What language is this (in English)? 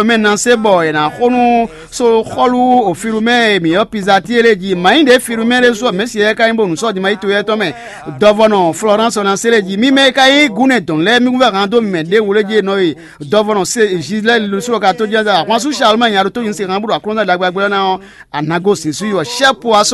Fon